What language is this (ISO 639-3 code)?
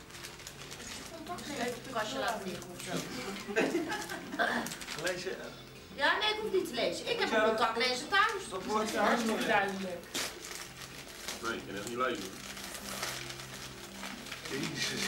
nld